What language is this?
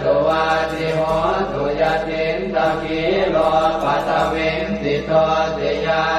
Pali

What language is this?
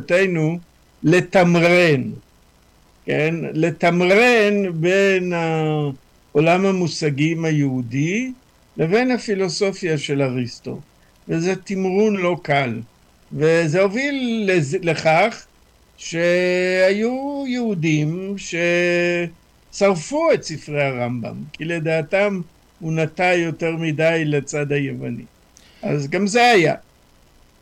Hebrew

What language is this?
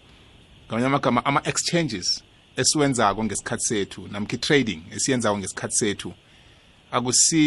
South Ndebele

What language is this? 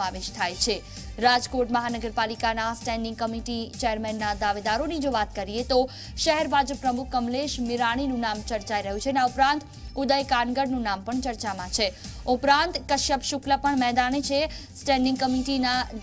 Gujarati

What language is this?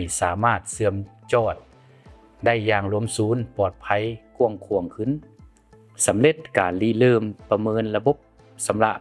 Lao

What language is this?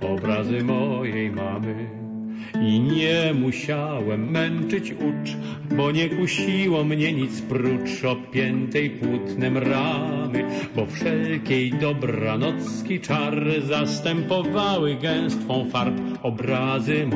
Polish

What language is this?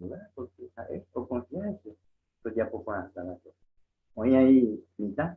Guarani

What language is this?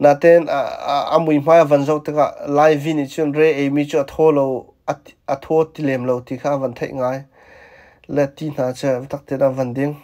Hakha Chin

